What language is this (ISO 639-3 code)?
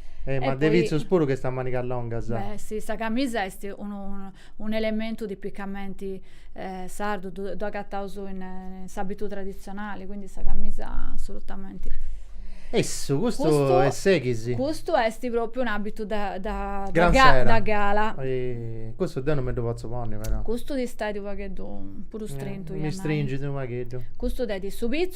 srd